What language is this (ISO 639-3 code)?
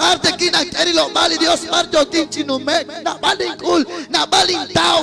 kek